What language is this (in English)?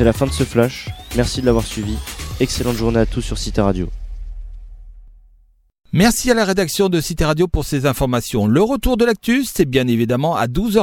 French